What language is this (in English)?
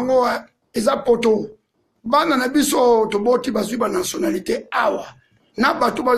Lingala